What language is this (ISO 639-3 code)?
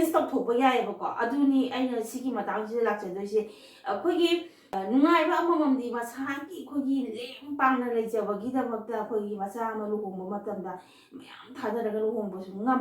mni